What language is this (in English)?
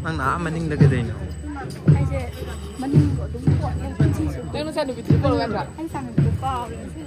Manipuri